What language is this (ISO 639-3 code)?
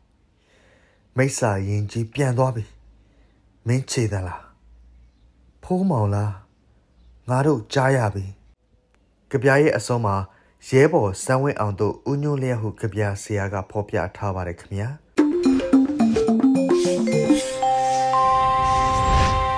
mya